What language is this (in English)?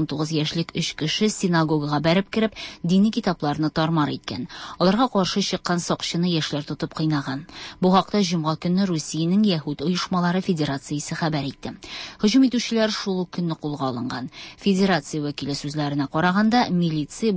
Tatar